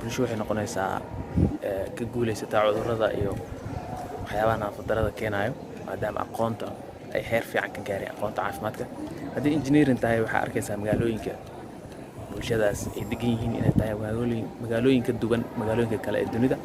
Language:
Somali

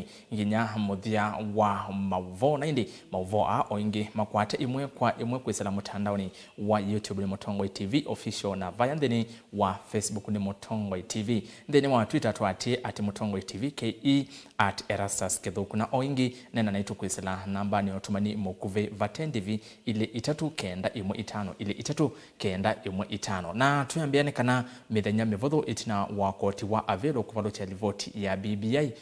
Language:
Kamba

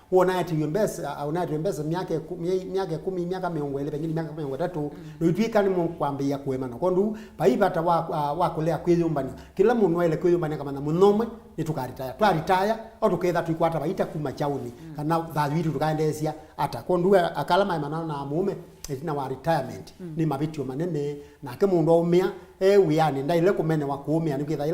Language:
Kamba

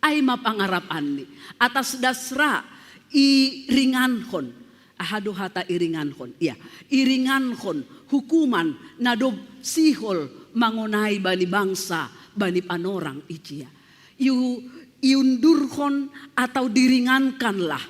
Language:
Batak Simalungun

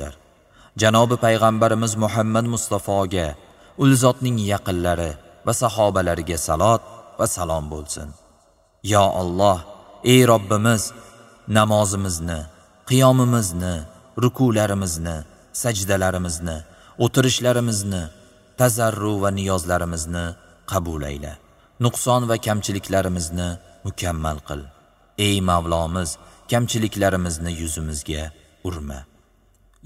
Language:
Uzbek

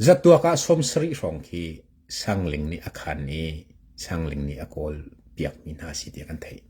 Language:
Hakha Chin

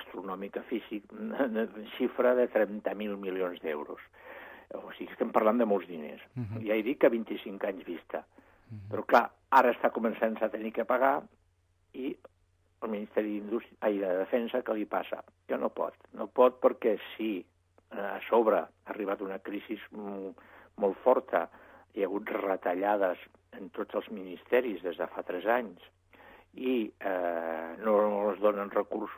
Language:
Catalan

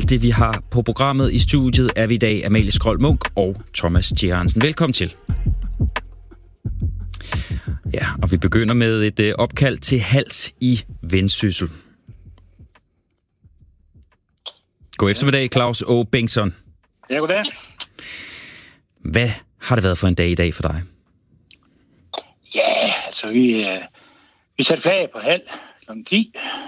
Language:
Danish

